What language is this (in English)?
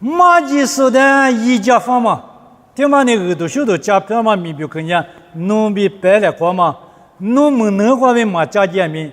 Lisu